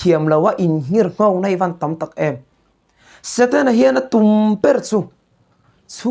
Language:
Mizo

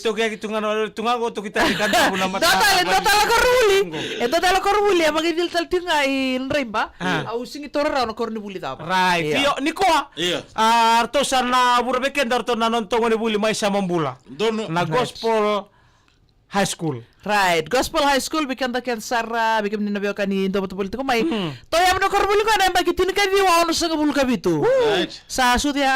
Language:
Fijian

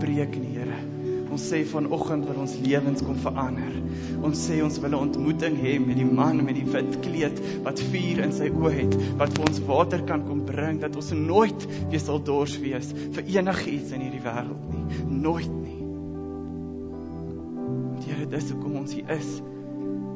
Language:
Afrikaans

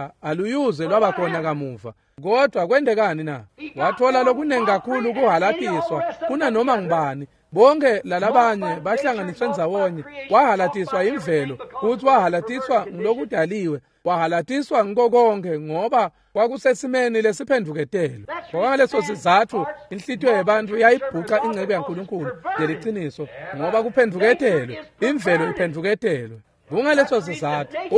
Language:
Swati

